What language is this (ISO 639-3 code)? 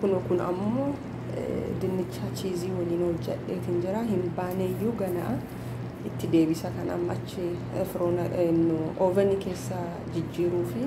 orm